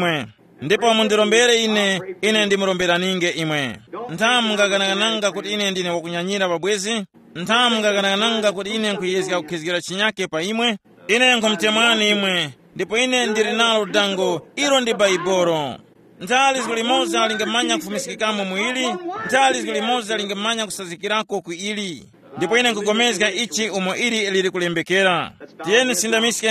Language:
Tumbuka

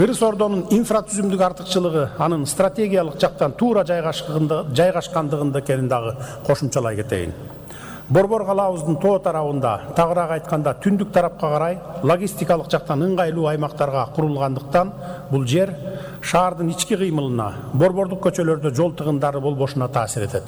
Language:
Kyrgyz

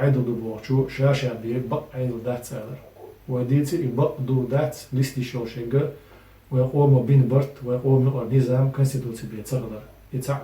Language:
Chechen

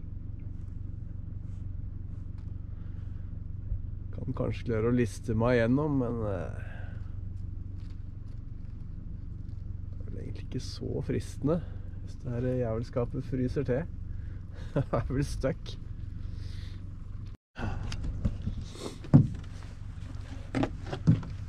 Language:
Norwegian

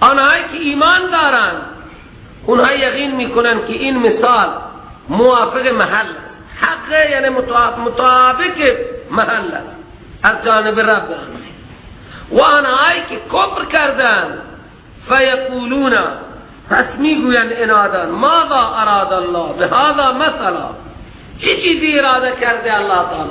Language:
Persian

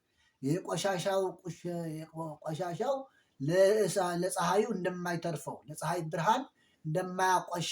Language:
Amharic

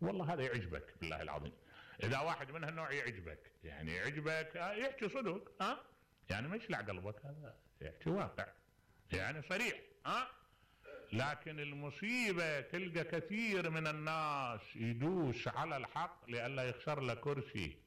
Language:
Mesopotamian Arabic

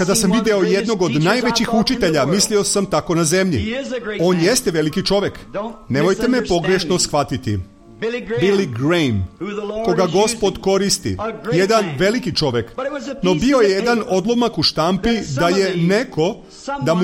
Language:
Serbian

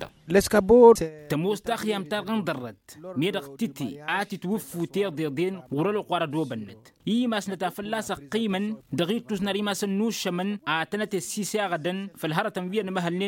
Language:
Tamasheq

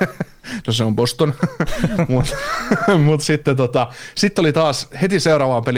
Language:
Finnish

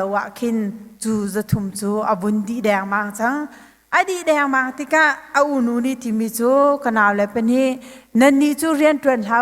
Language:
Hakha Chin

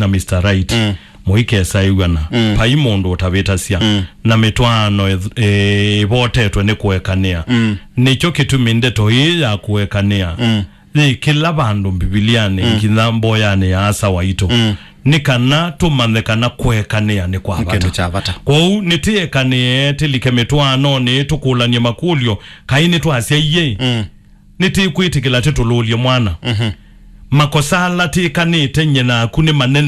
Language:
Kamba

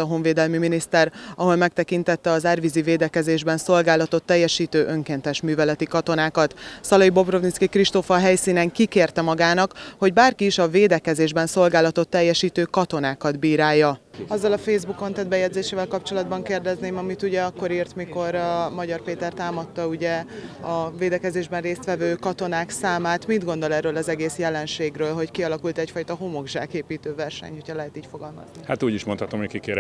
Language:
Hungarian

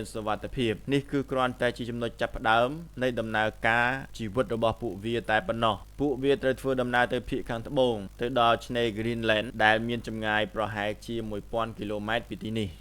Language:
Khmer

